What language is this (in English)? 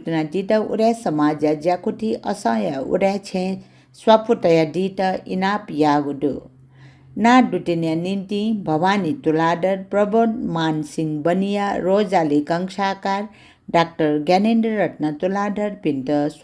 Newari